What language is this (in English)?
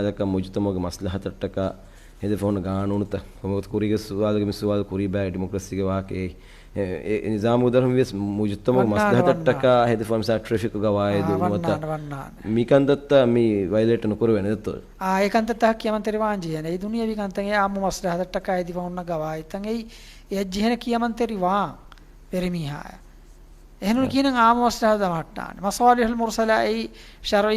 Divehi